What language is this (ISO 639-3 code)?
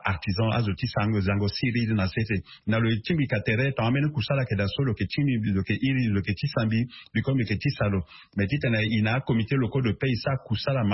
sag